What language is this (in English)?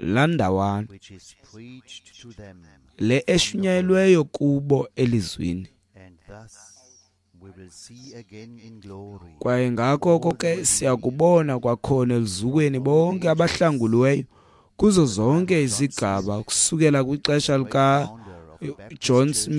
Xhosa